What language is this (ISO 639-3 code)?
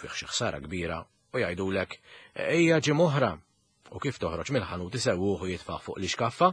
mlt